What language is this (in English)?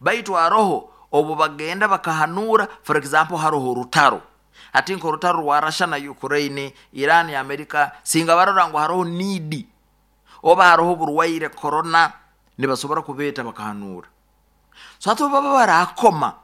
Nyoro